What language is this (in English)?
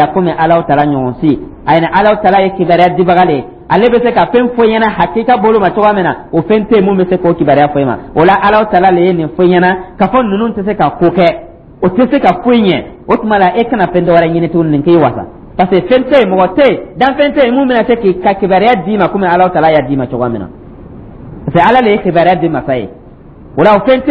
Dyula